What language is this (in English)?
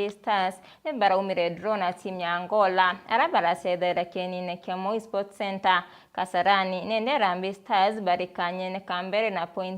Meru